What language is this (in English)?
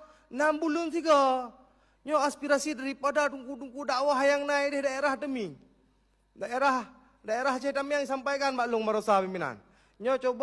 Achinese